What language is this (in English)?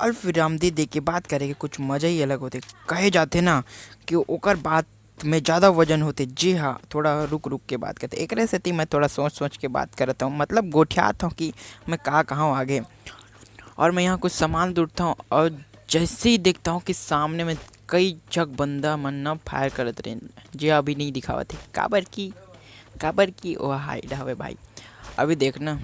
Chhattisgarhi